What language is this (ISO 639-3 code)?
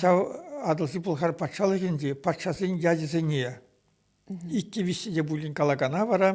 chv